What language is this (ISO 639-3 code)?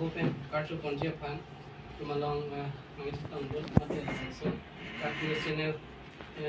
mjw